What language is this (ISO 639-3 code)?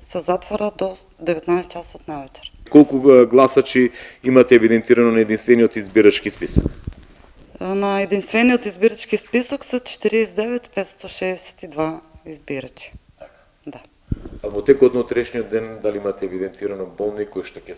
mkd